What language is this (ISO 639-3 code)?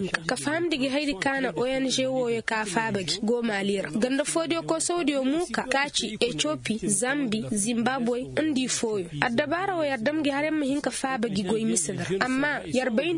ses